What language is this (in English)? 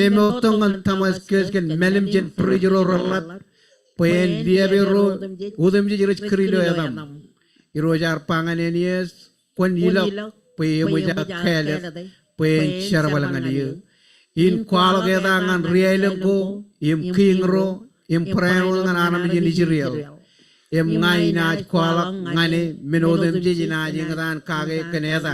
Marshallese